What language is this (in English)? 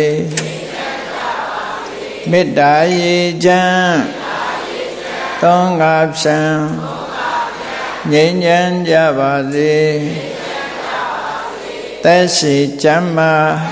Burmese